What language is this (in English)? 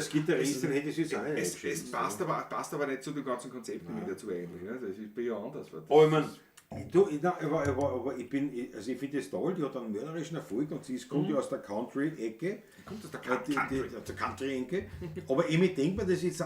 Bavarian